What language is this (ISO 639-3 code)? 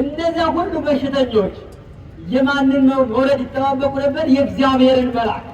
amh